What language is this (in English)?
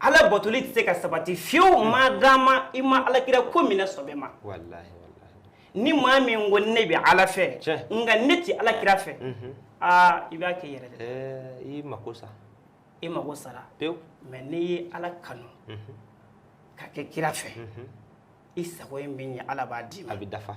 Bambara